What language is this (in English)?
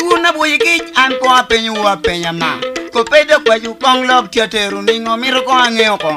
Lango (Uganda)